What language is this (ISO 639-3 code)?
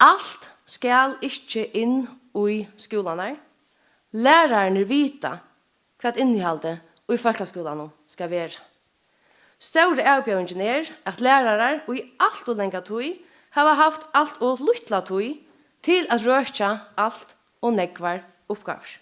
fao